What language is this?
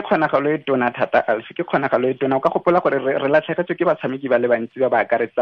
Tswana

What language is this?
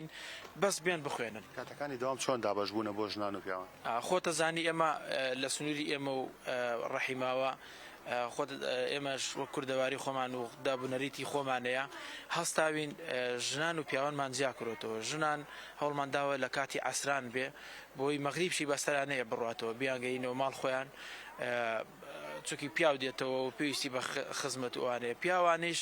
Central Kurdish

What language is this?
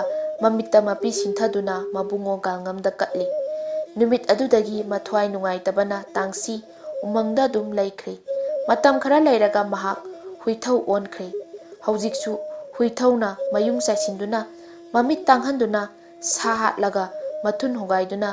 Manipuri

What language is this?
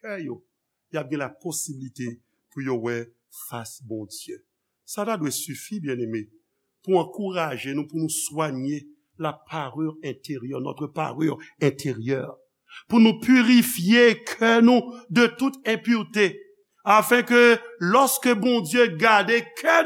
Haitian Creole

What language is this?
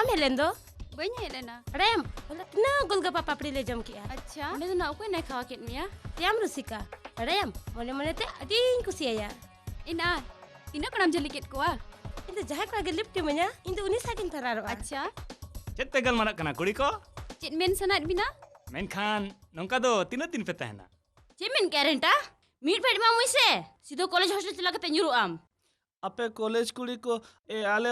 Santali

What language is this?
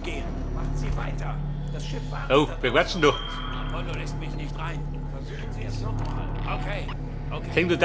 Bavarian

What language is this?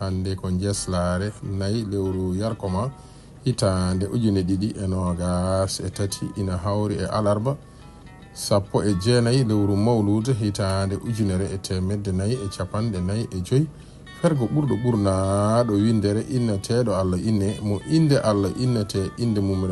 Fula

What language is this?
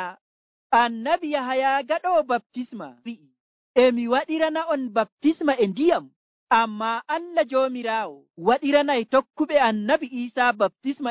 Nigerian Fulfulde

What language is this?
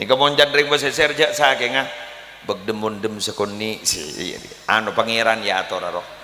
Madurese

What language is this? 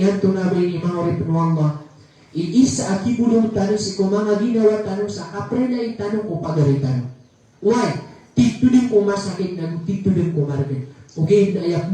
Maranao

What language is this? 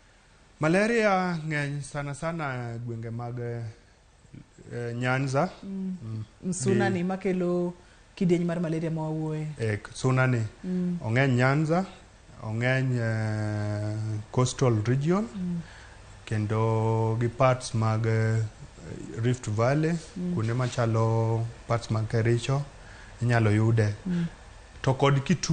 Luo (Kenya and Tanzania)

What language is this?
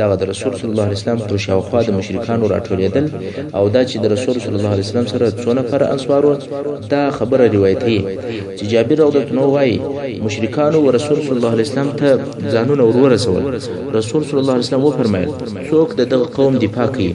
Pashto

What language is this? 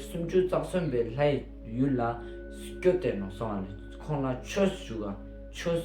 Ladakhi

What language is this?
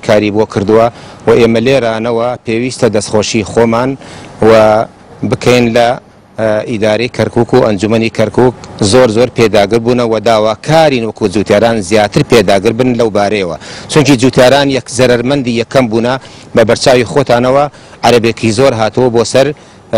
Central Kurdish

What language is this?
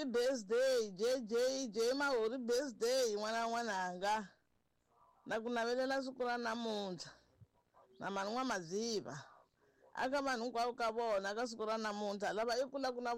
Tsonga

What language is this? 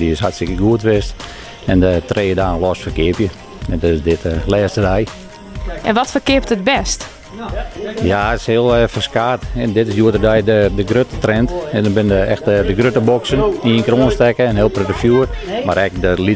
Western Frisian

